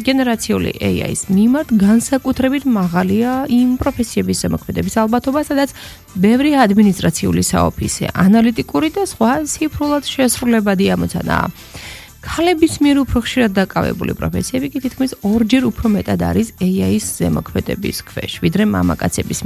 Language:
Georgian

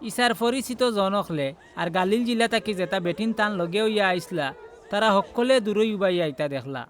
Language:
Sylheti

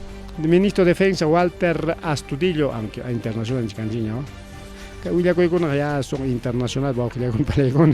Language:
Ayacucho Quechua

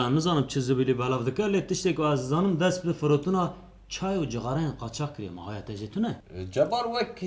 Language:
Kurdish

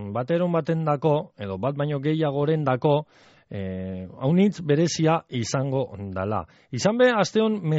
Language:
Basque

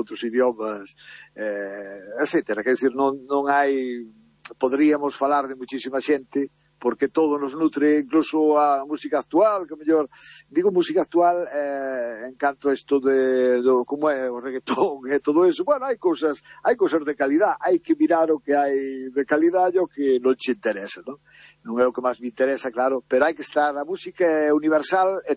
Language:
Galician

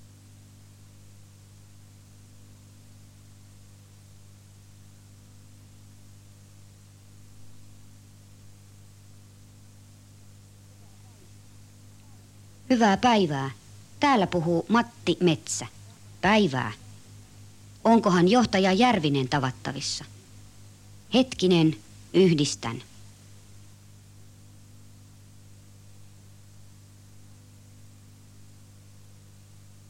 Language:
Finnish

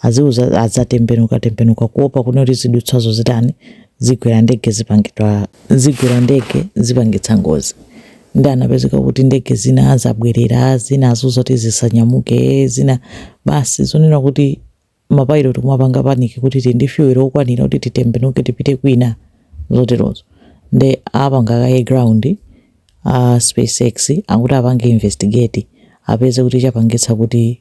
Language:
Nyanja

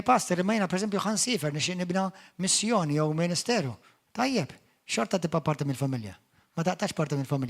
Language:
Maltese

